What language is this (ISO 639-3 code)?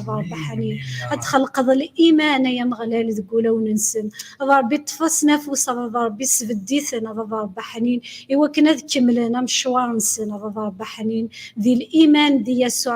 kab